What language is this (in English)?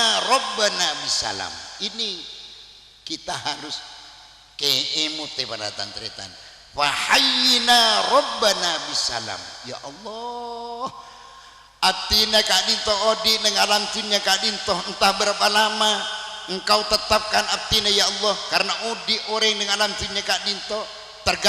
Madurese